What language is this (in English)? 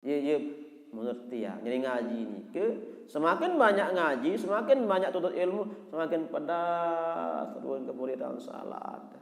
Sasak